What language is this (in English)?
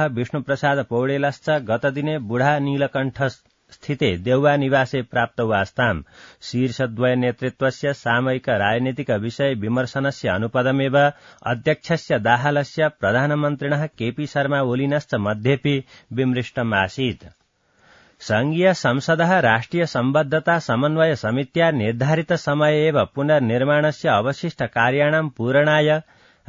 Sanskrit